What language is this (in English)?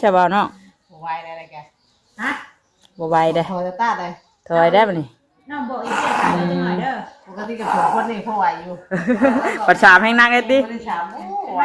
Northeastern Thai